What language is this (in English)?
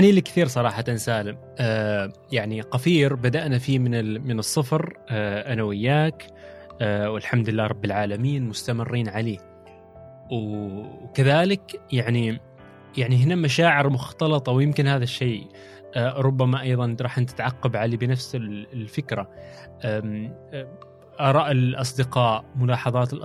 Gulf Arabic